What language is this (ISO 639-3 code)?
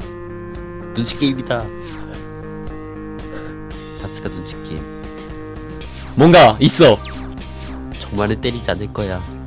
kor